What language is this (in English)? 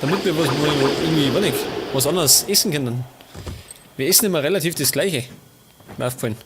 Bavarian